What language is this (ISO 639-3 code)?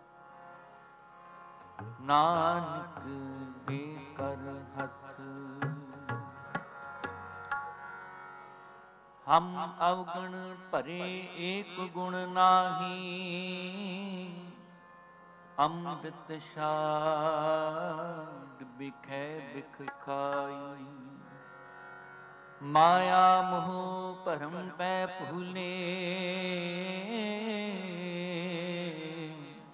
pan